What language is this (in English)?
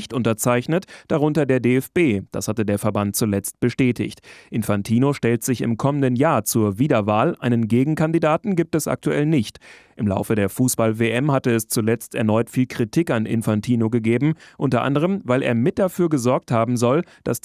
German